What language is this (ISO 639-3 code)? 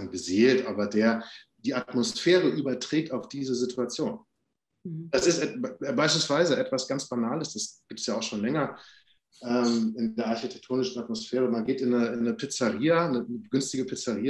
deu